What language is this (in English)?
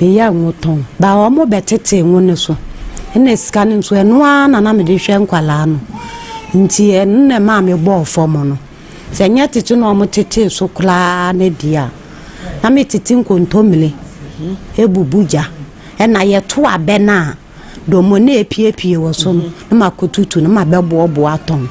Akan